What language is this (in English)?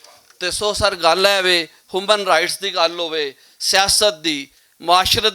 Western Panjabi